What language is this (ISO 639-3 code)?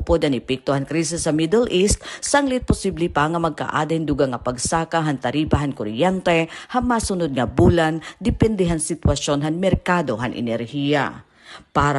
war